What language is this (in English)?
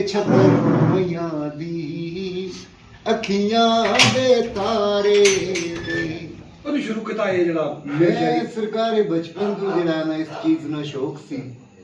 Pahari-Potwari